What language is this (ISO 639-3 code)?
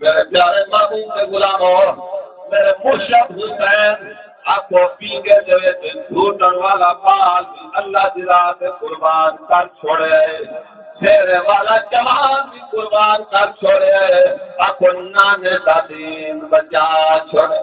skr